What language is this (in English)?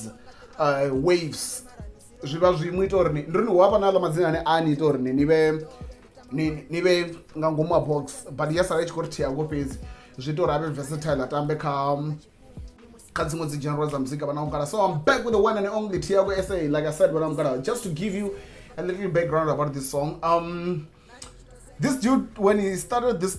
Venda